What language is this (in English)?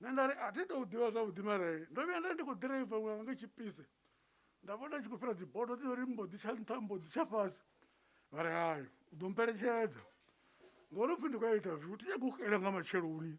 Venda